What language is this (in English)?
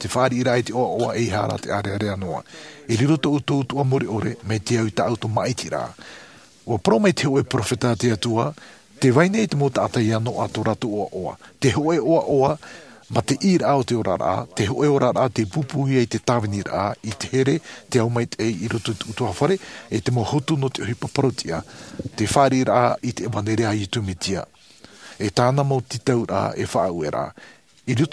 Tahitian